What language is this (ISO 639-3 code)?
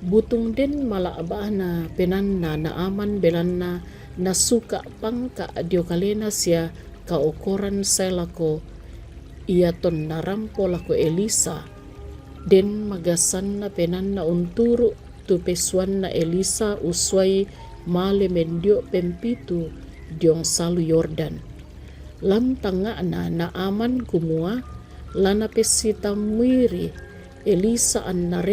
sda